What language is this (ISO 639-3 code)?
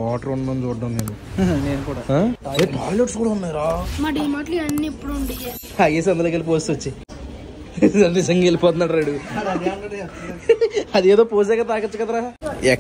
tel